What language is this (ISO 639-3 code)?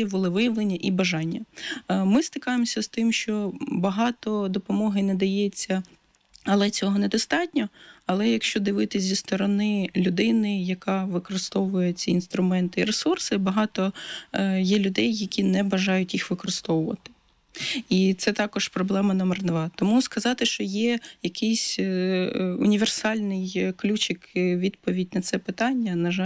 ukr